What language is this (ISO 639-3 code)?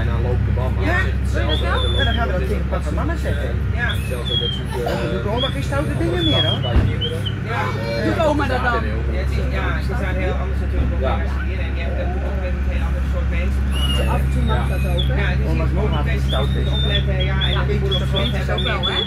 nld